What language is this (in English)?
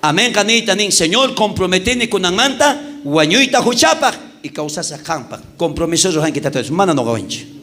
South Bolivian Quechua